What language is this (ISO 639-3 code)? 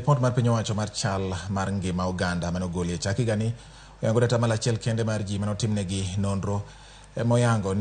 luo